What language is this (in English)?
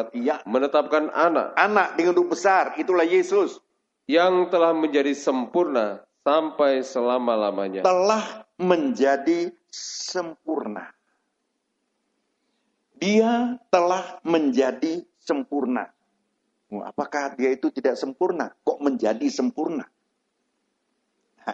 Indonesian